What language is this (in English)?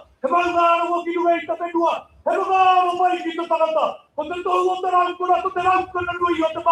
Māori